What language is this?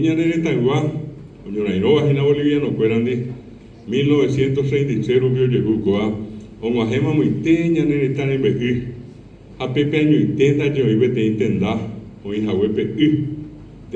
Guarani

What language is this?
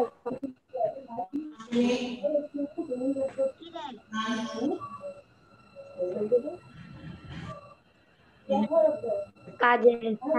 Bangla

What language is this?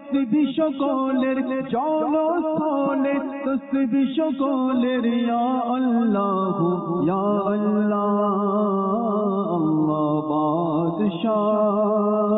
Bangla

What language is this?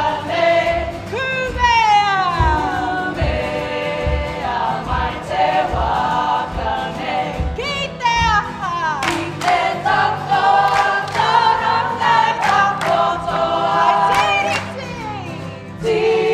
Māori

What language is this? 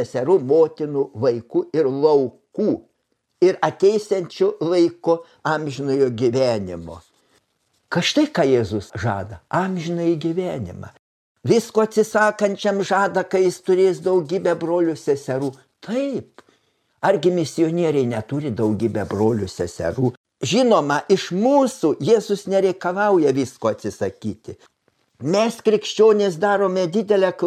Lithuanian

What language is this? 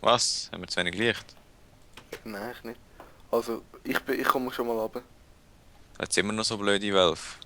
Swiss German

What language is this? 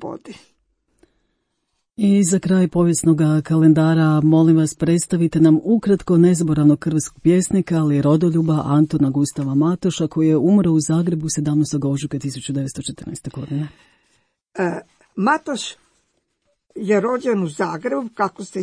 Croatian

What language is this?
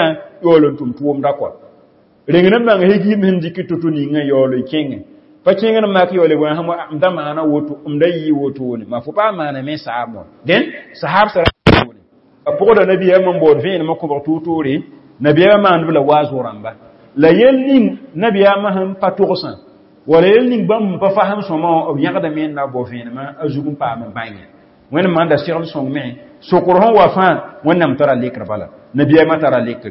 Mossi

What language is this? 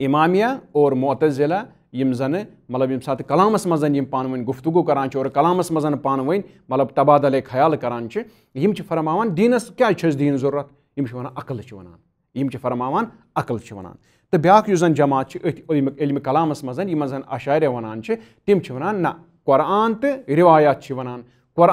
Kashmiri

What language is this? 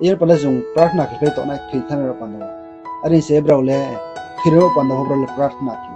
Riang (India)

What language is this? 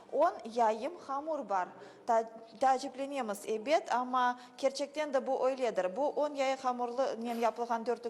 Crimean Tatar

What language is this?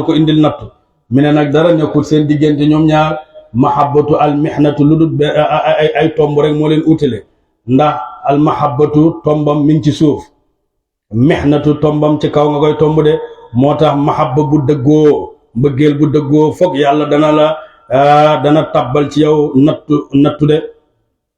Wolof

